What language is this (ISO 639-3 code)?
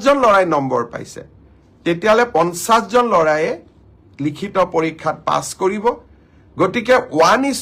asm